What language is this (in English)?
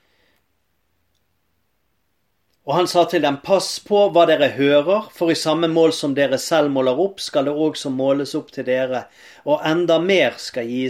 Norwegian